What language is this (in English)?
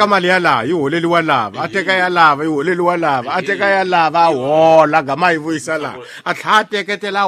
Tsonga